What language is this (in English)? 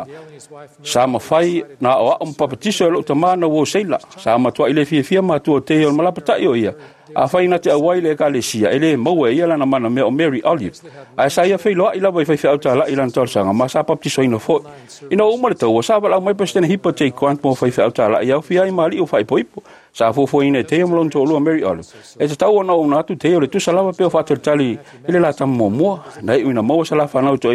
Samoan